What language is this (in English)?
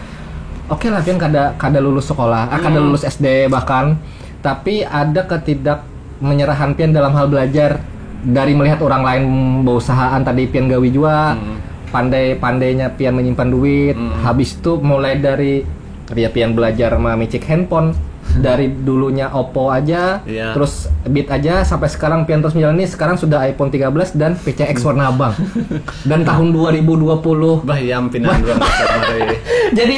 Banjar